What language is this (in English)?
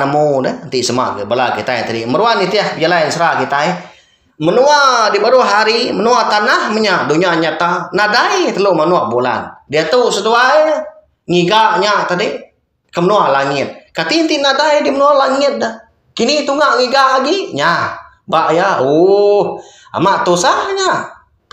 Iban